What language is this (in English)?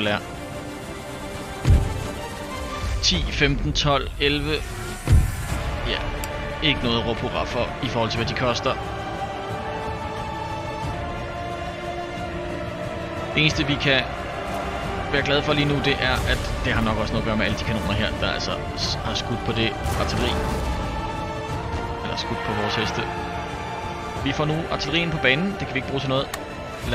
Danish